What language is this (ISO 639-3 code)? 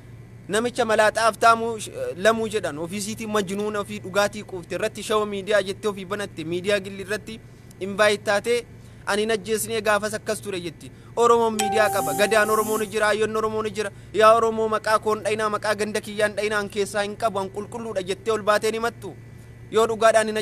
orm